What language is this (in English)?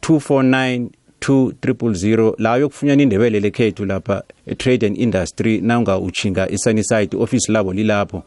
South Ndebele